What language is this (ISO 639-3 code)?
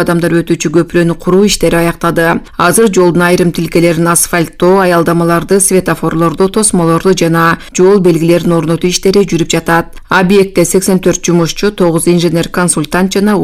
kir